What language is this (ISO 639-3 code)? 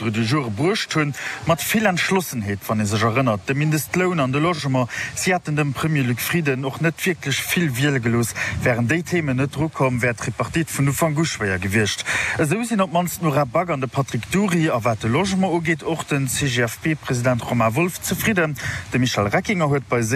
ltz